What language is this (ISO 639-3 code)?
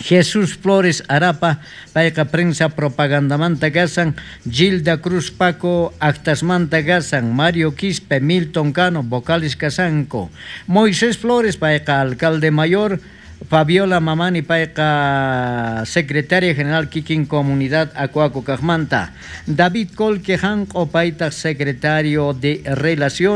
quh